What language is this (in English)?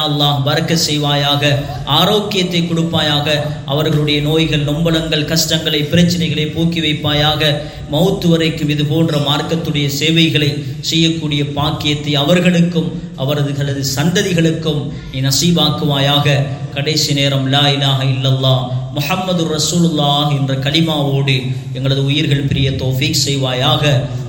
Tamil